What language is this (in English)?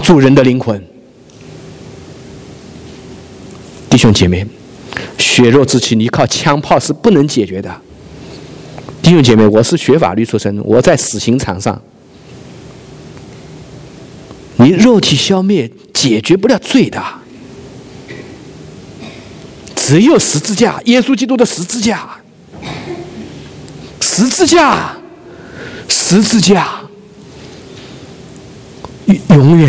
Chinese